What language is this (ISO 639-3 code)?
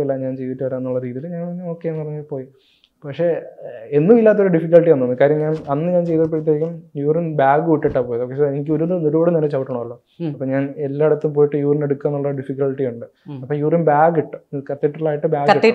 mal